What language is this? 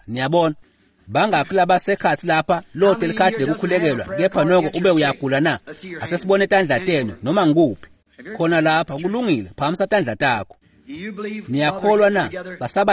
Swati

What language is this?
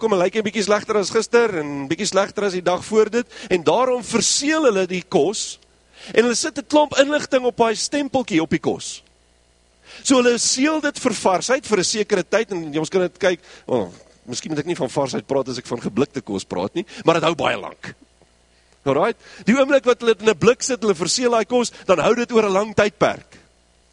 Afrikaans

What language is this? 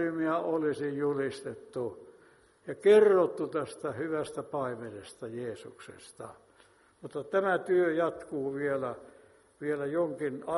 Finnish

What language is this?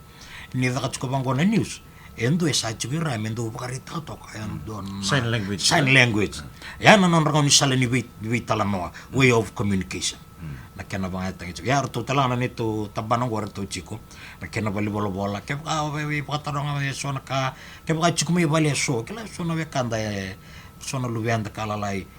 Fijian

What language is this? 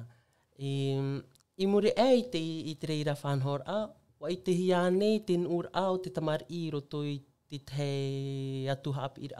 Tahitian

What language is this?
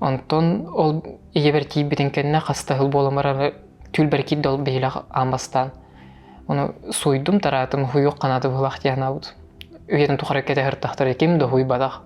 Yakut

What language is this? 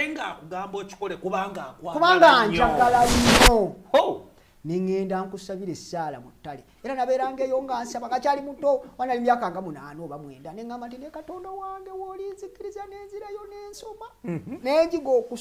Ganda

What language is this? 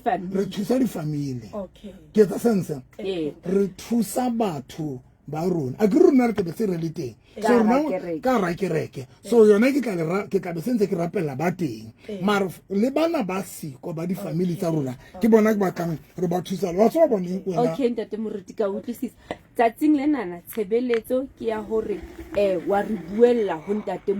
Southern Sotho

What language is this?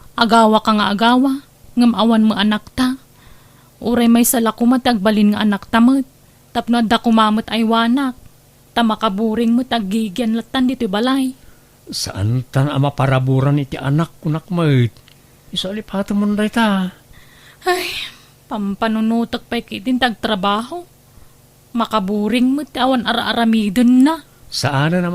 Iloko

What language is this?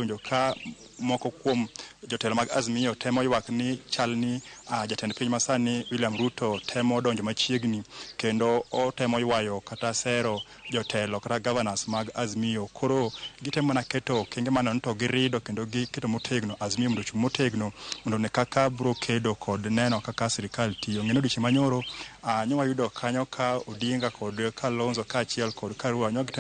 Luo (Kenya and Tanzania)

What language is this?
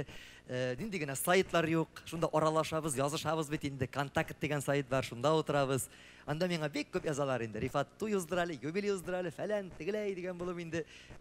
Tatar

